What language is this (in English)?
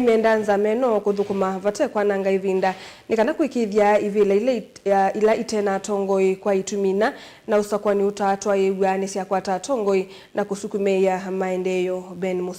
Kamba